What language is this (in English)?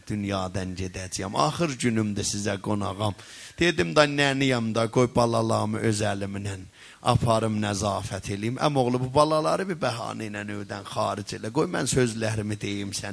South Azerbaijani